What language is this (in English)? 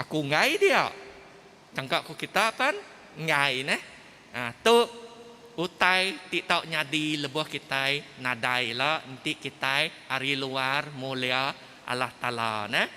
Iban